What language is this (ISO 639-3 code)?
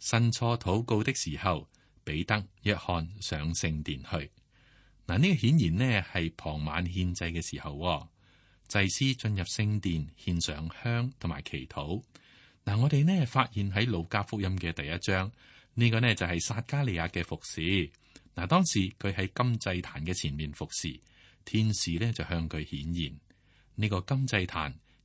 yue